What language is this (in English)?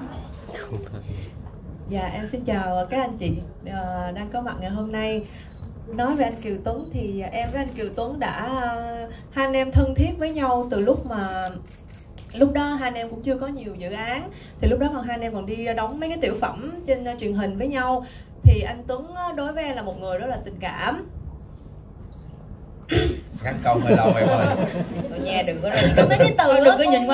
Vietnamese